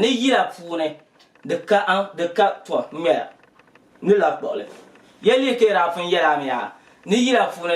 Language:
Dagbani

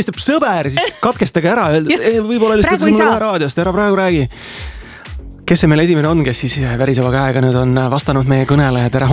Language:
Estonian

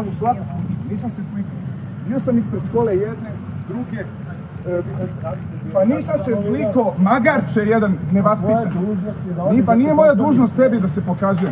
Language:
Serbian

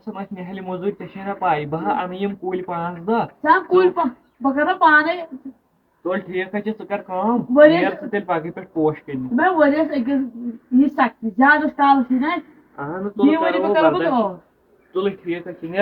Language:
Kashmiri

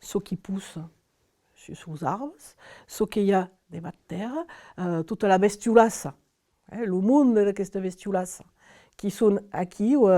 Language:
Occitan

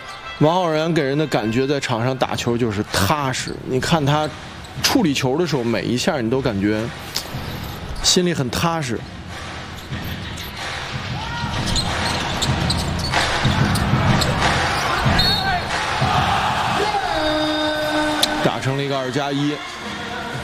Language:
Chinese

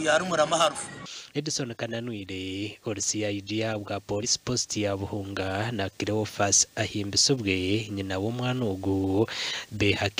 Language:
Nyankole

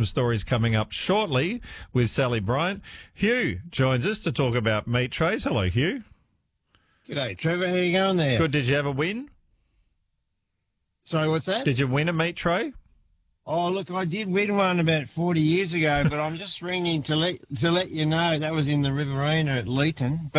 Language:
English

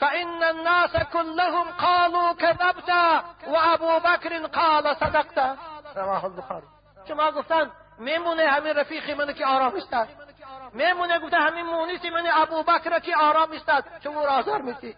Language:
Tajik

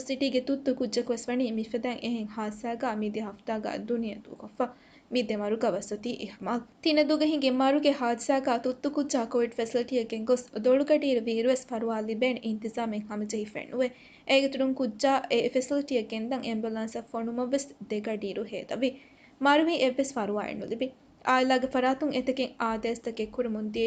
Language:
Divehi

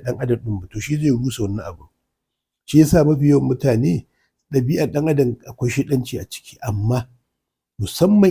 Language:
Hausa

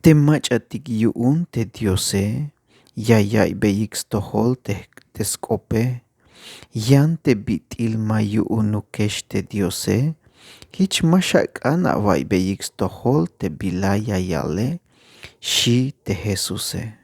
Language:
Tzeltal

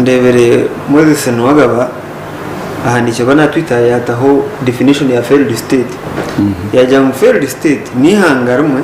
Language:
Nyankole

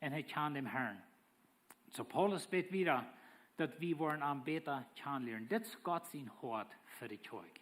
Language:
Plautdietsch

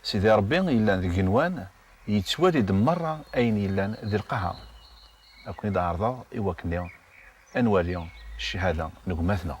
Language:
Kabyle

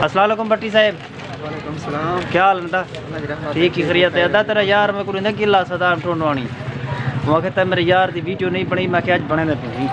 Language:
Saraiki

